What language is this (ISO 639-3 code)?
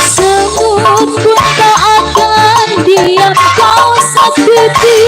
bew